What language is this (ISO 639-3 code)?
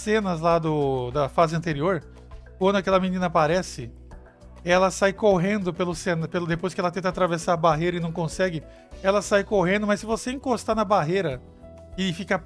por